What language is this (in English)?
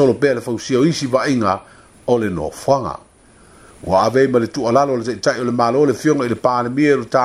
Samoan